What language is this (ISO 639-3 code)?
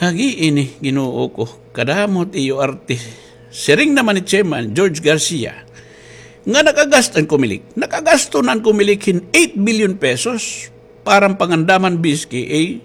war